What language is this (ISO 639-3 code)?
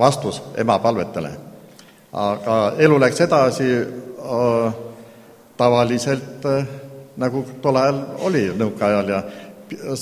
est